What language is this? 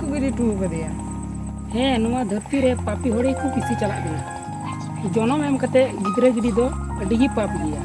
Santali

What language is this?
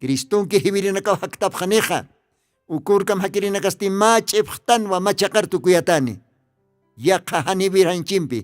Aymara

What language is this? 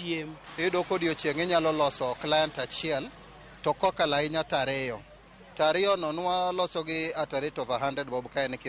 Luo (Kenya and Tanzania)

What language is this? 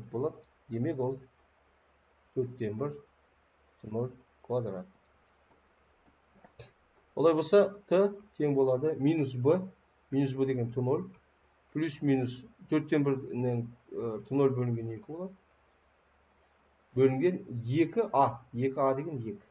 Kazakh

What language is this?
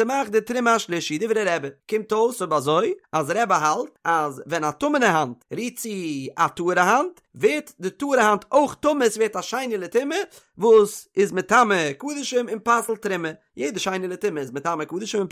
Yiddish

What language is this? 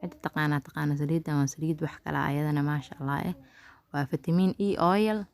Somali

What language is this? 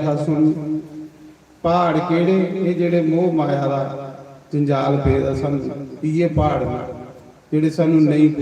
Dogri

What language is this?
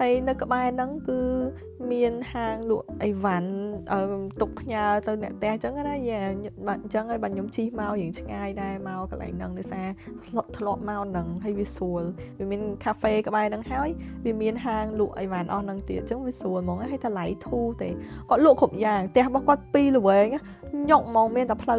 Khmer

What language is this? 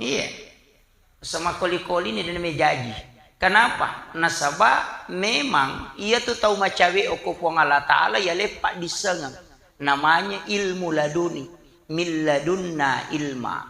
Buginese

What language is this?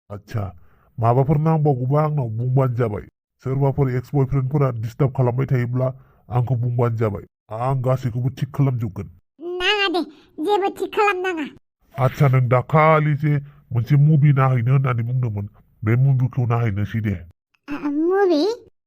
Bodo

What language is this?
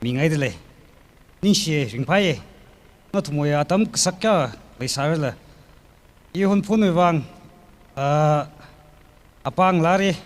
Tangkhul Naga (India)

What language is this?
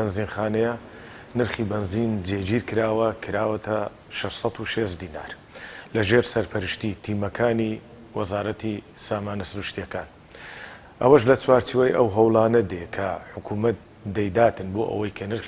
Central Kurdish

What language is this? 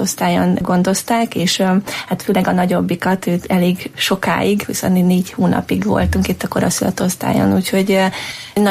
Hungarian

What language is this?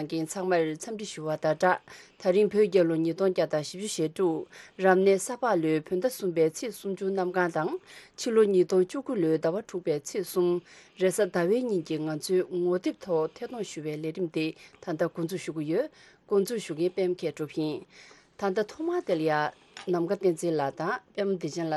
Tibetan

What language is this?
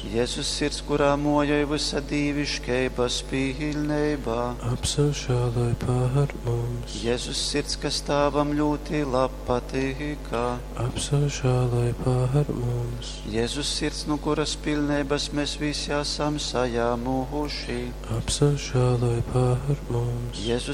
Latgalian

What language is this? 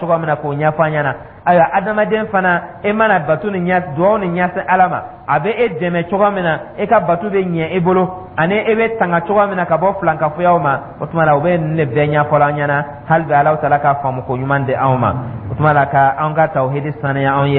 Dyula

